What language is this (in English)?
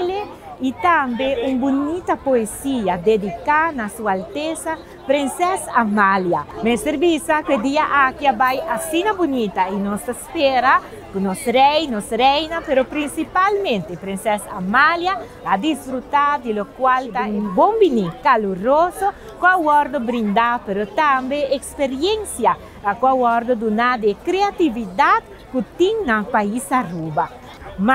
Papiamento